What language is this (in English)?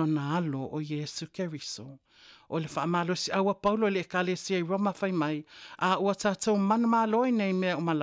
Samoan